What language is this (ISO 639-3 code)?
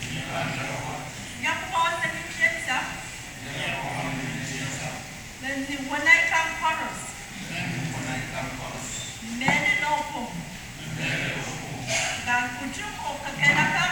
pon